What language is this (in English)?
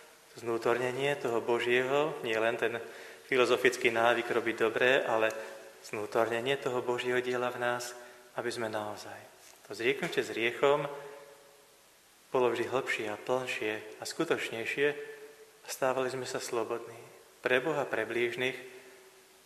Slovak